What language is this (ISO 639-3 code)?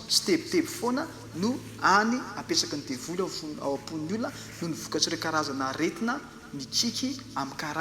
mlg